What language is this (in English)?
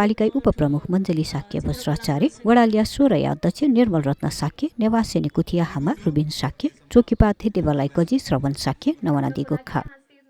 Newari